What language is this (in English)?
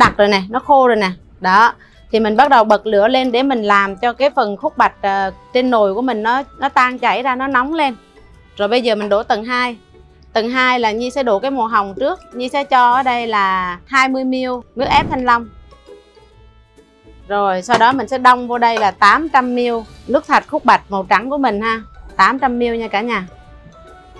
Vietnamese